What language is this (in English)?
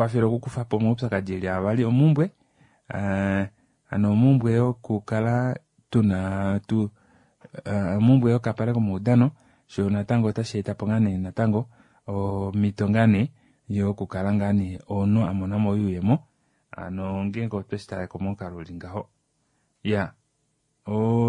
Kuanyama